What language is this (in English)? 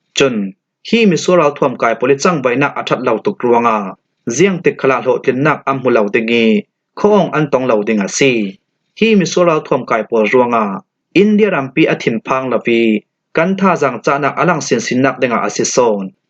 Falam Chin